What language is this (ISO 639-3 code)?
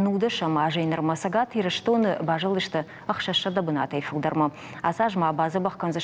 oss